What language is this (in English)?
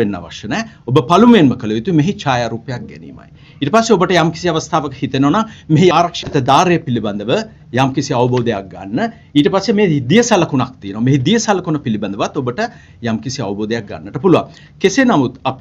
Sinhala